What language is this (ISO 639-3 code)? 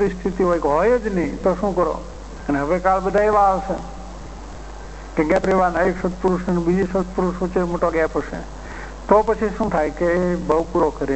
guj